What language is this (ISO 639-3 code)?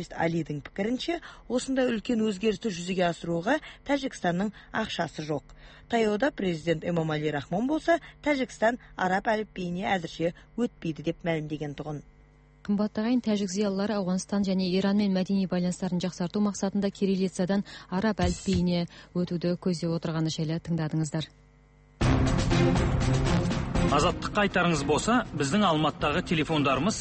kaz